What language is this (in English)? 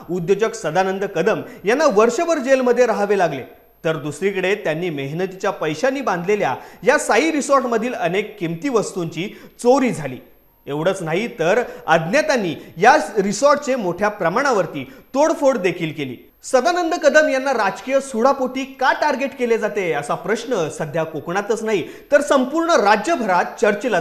Marathi